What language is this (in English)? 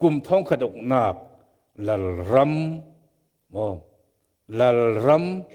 Falam Chin